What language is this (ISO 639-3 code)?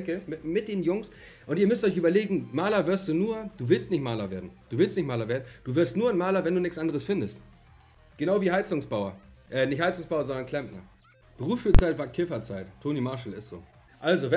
deu